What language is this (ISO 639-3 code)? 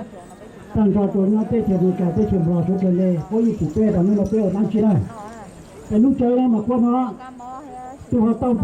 hmn